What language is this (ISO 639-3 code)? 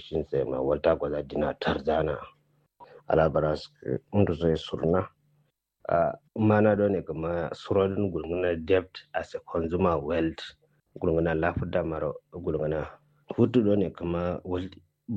kau